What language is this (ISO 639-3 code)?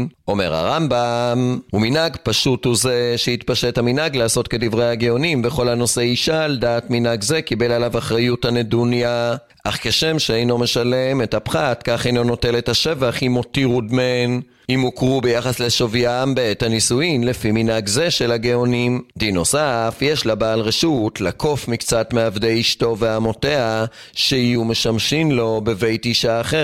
heb